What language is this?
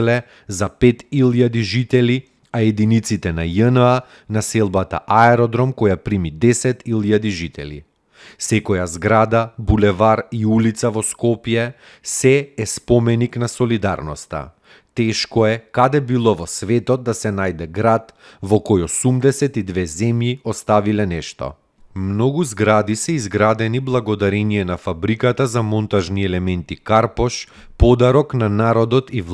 Macedonian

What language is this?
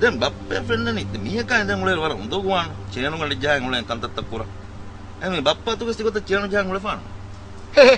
Divehi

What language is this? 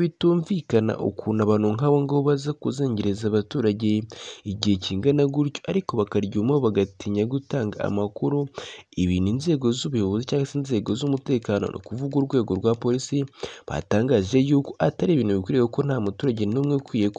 Kinyarwanda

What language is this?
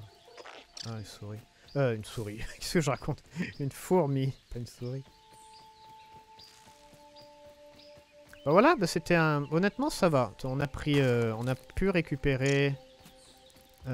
French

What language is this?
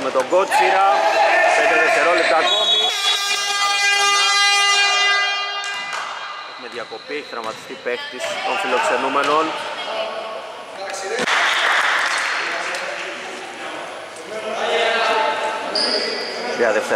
Greek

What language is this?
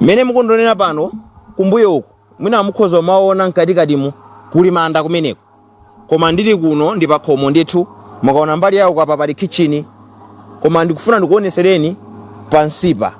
Nyanja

